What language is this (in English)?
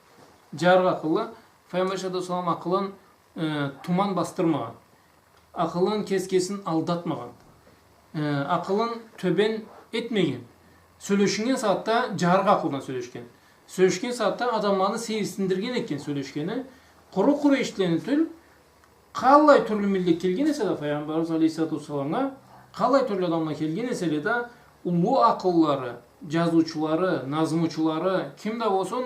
Karachay-Balkar